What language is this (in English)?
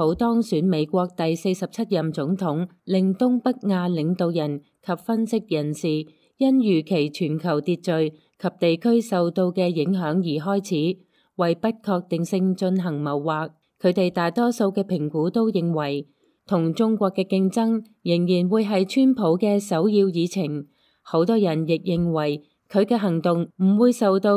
Cantonese